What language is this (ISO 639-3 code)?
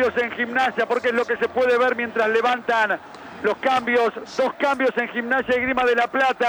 spa